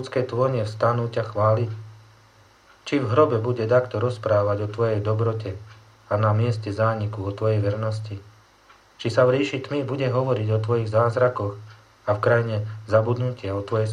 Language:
Slovak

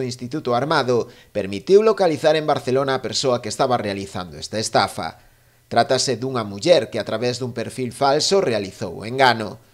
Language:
Galician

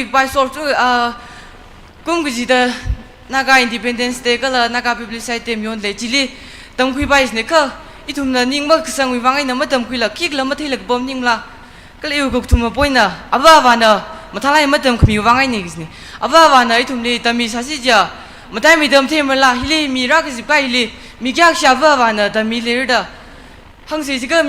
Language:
Tangkhul Naga (India)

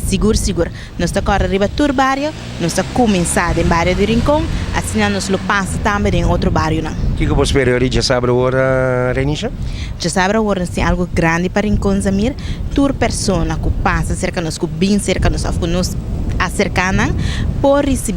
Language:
Papiamento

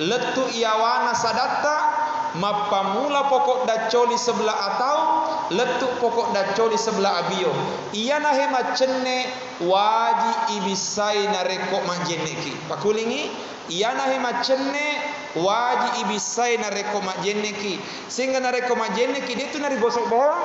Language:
Buginese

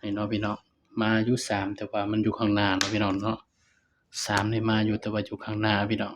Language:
Northeastern Thai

